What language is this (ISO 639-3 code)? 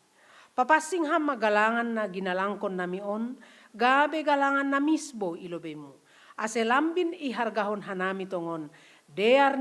bts